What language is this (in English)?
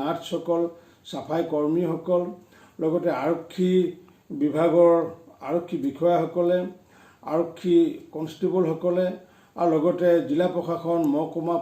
Assamese